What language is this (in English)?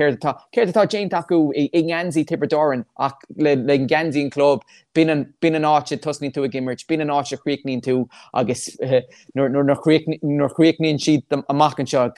Irish